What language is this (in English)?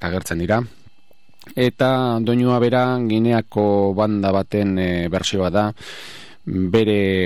Basque